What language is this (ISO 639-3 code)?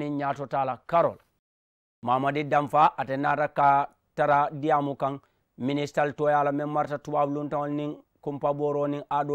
man